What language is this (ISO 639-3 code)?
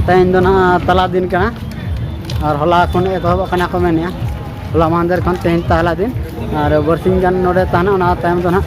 sat